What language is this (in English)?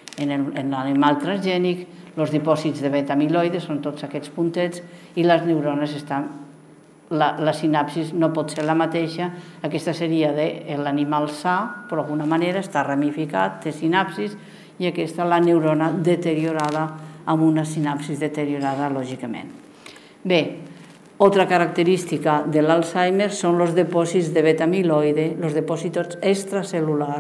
Catalan